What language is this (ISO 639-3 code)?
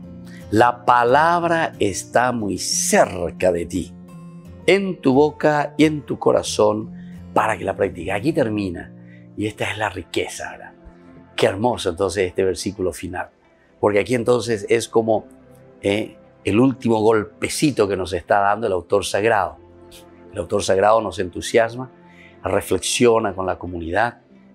spa